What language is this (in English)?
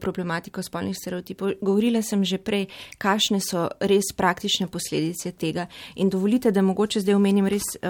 Slovenian